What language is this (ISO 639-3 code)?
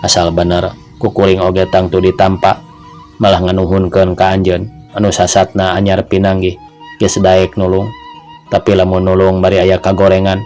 sun